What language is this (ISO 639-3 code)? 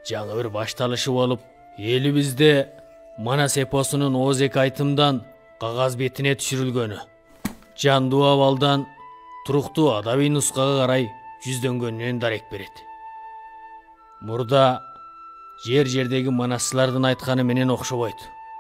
kir